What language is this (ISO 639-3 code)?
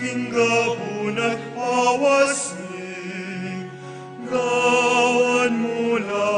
pam